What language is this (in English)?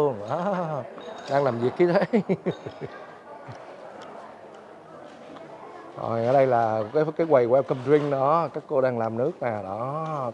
Vietnamese